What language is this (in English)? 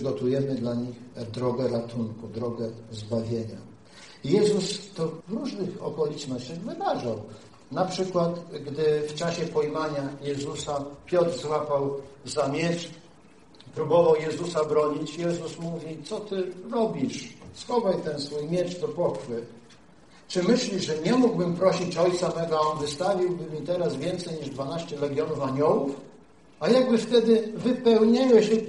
Polish